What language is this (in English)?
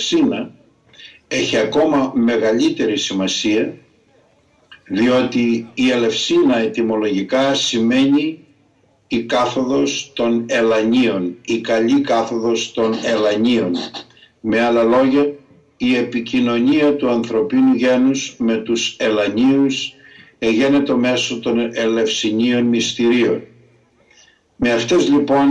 Greek